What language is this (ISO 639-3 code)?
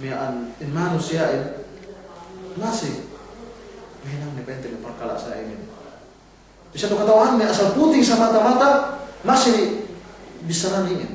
yka